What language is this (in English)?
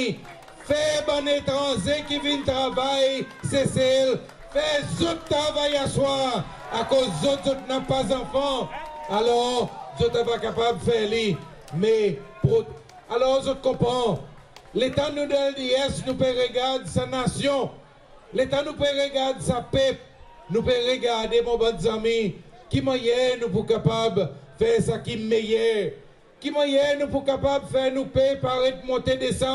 Seselwa Creole French